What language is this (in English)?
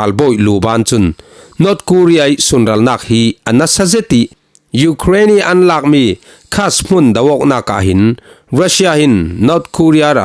Falam Chin